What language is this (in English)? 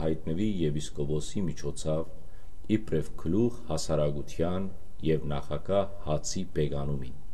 Western Armenian